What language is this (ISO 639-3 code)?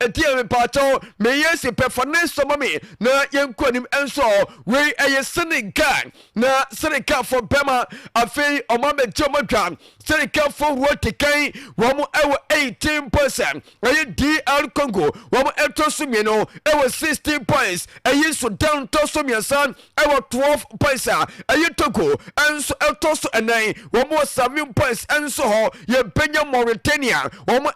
aka